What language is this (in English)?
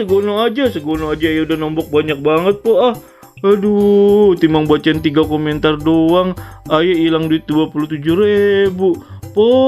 Betawi